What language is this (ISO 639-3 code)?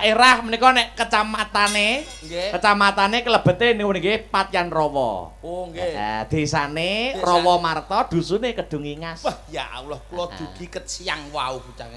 jav